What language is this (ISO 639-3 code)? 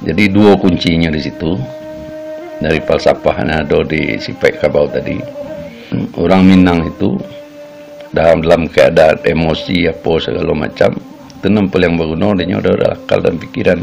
min